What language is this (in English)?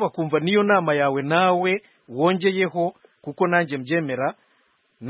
Kinyarwanda